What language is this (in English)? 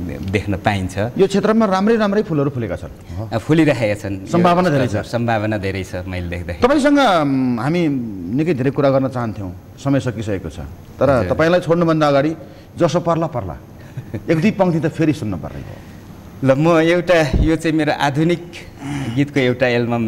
Nepali